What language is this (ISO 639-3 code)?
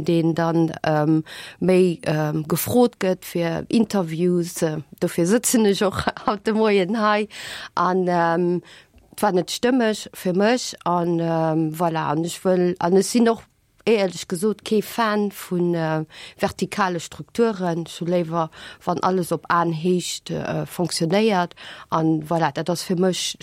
ltz